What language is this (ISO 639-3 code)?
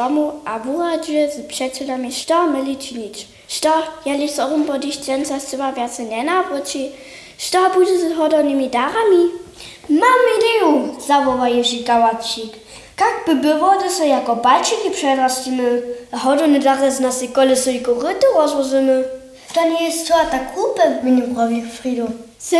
hsb